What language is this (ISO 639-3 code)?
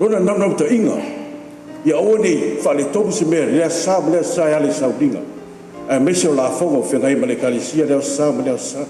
smo